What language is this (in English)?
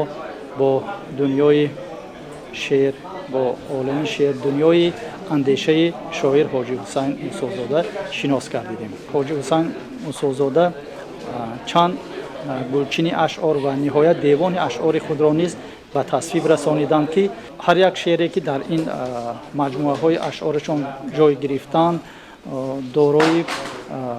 Tajik